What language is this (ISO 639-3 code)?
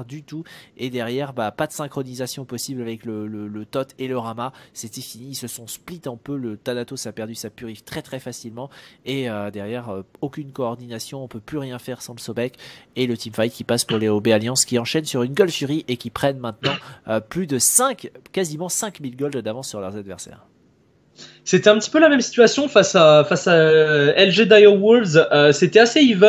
fra